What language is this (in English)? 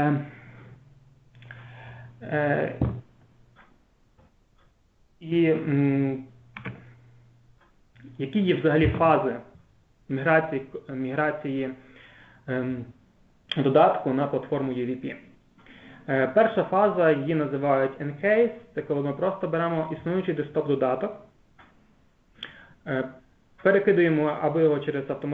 Ukrainian